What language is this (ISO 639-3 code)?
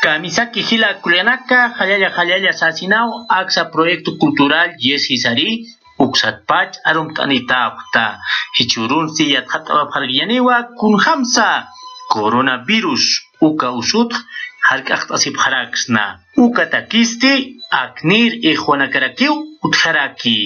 aym